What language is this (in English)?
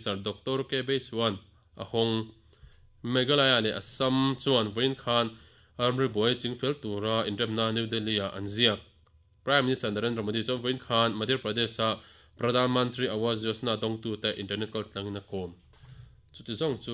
Mizo